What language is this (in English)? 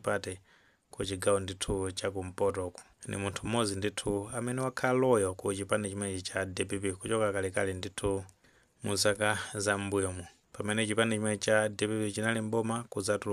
Nyanja